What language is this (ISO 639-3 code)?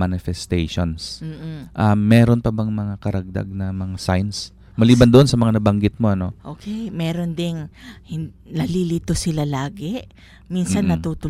fil